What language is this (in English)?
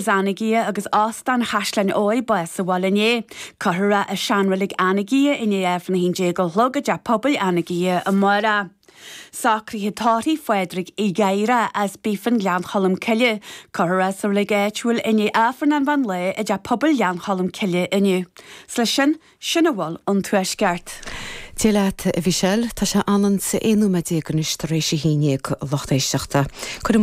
Irish